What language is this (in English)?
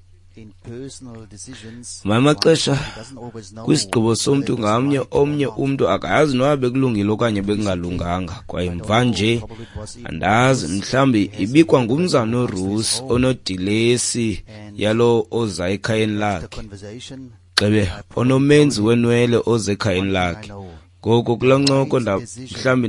Xhosa